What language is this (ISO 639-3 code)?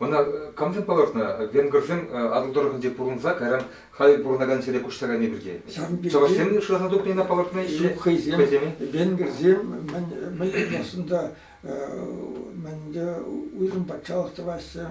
chv